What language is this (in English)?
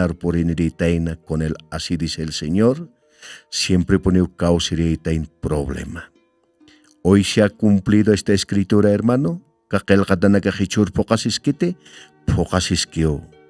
Aymara